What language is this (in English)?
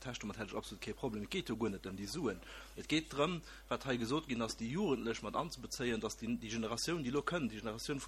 Luxembourgish